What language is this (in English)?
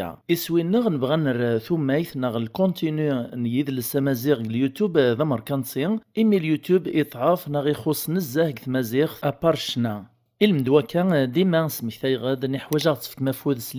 Kabyle